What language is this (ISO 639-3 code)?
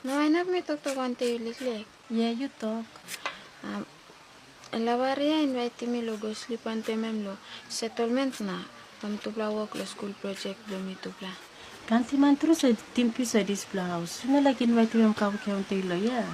tpi